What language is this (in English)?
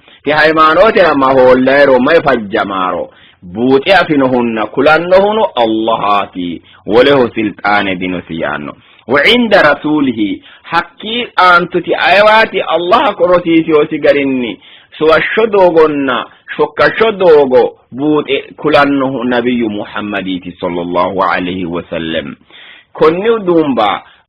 Sidamo